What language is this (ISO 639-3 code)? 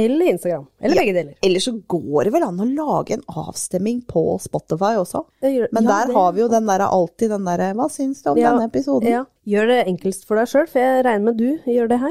nor